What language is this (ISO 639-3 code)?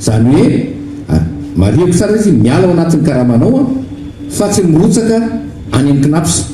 mlg